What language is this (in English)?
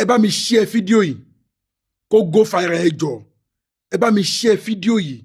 Yoruba